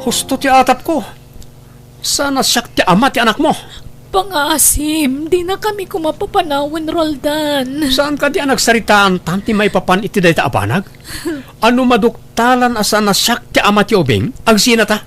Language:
Iloko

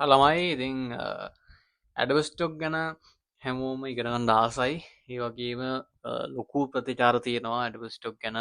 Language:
Sinhala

